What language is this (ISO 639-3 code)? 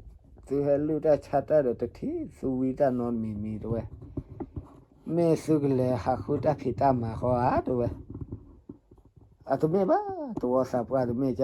ksw